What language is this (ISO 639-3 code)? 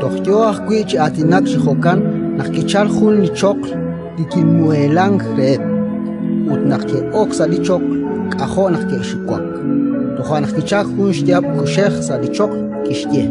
kek